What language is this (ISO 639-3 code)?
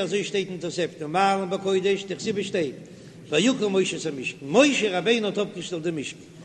yid